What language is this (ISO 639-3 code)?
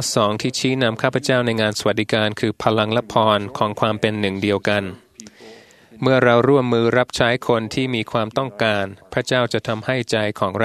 tha